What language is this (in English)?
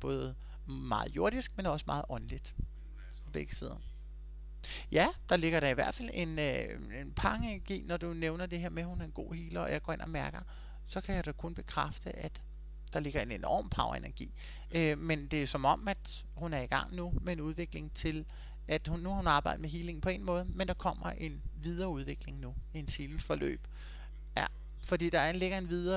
Danish